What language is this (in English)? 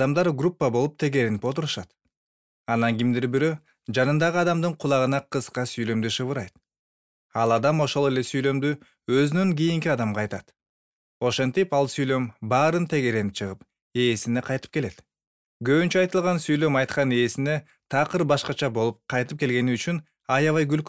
Kyrgyz